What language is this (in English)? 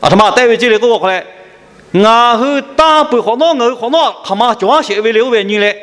Lahu